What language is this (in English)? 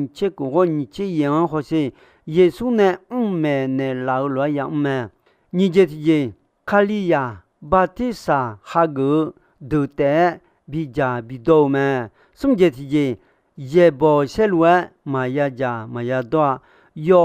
Akha